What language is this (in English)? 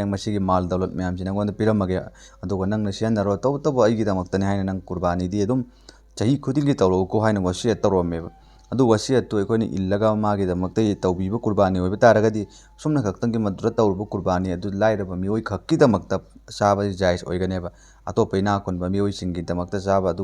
Manipuri